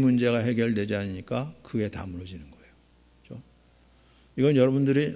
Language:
Korean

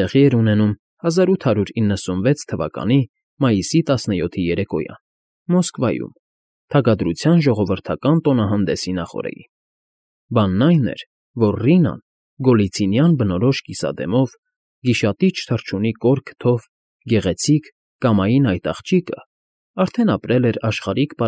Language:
Armenian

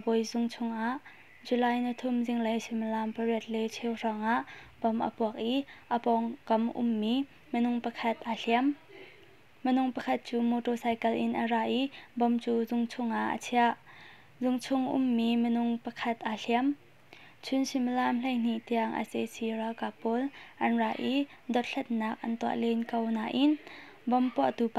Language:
Hakha Chin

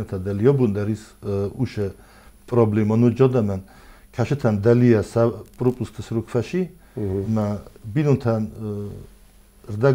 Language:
Ossetic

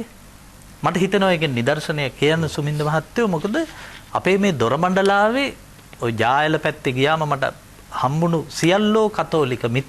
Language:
Sinhala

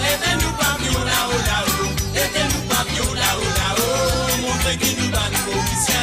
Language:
Morisyen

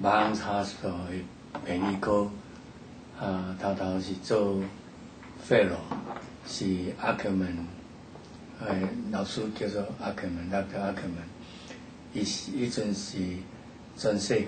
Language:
Min Nan Chinese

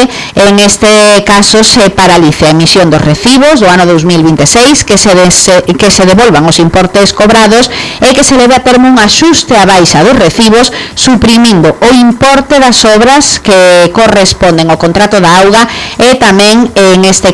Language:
Galician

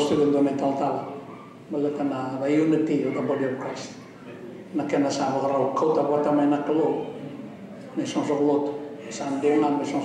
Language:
Fijian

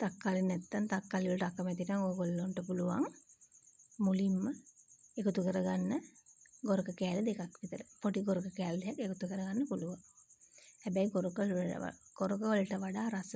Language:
Sinhala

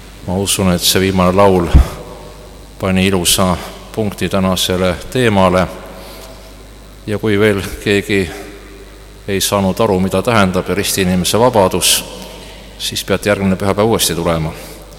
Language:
Estonian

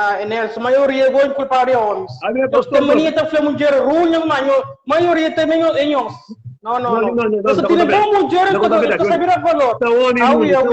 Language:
Kabuverdianu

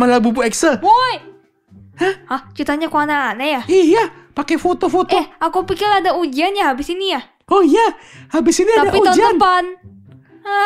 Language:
Indonesian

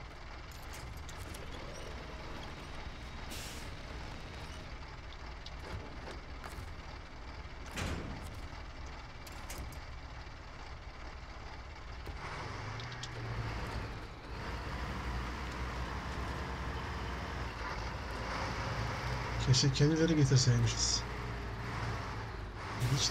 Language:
Turkish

